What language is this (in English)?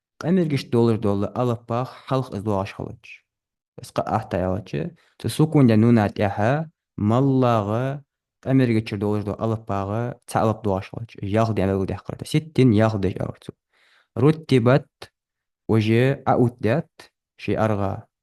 Ingush